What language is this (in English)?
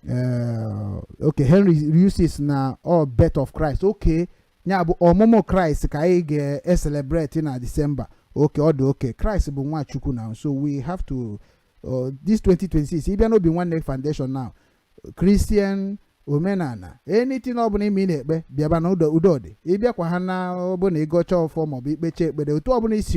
Igbo